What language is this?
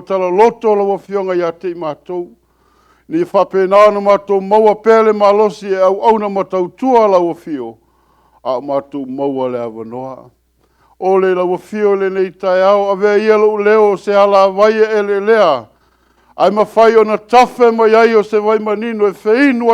Samoan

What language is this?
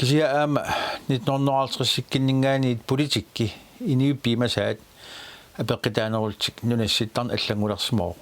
Kalaallisut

